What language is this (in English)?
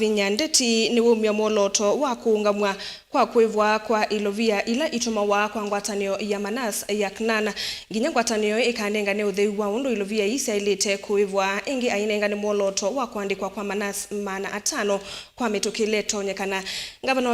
Kamba